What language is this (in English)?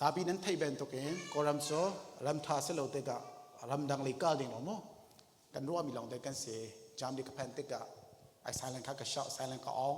Hakha Chin